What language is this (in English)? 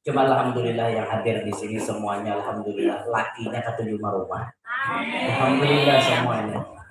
Banjar